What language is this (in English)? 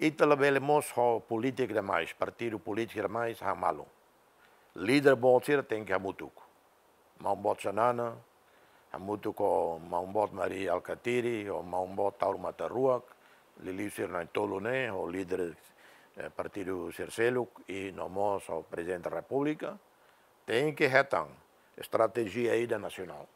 Tetum